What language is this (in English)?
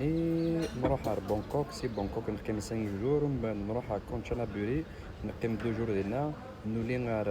Kabyle